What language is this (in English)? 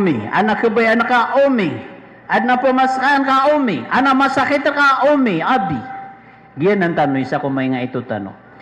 Maranao